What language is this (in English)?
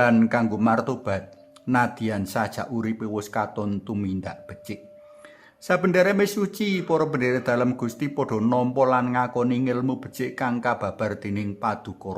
Javanese